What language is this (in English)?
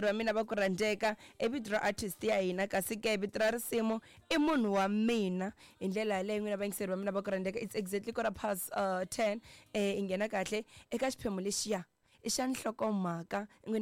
Tsonga